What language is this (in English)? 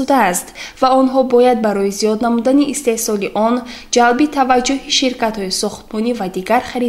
Tajik